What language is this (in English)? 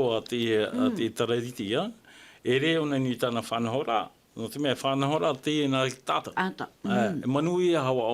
Tahitian